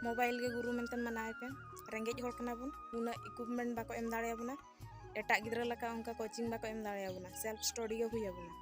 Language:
Santali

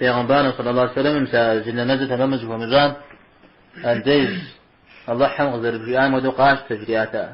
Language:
Kabardian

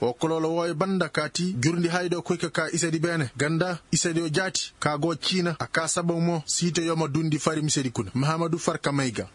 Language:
Koyraboro Senni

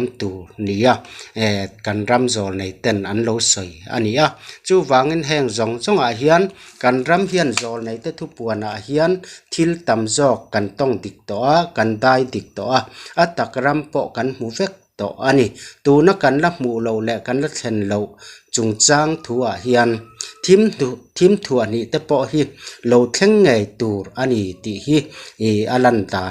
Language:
Mizo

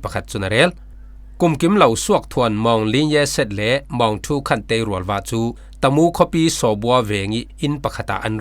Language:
Falam Chin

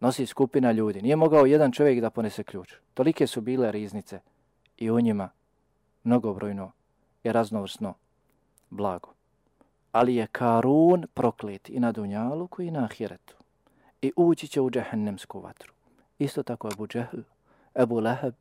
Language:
Bosnian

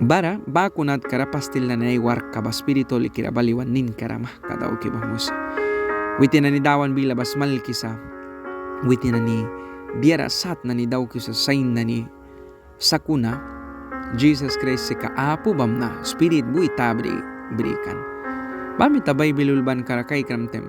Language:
Mískito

